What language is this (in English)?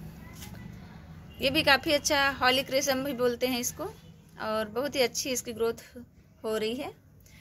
Hindi